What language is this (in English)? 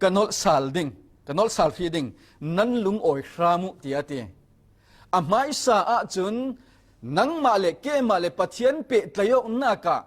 Falam Chin